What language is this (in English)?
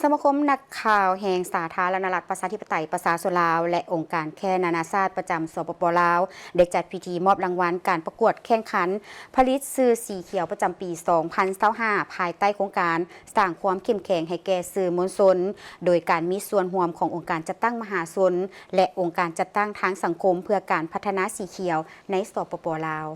Lao